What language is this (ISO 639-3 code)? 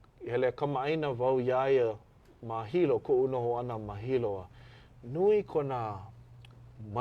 haw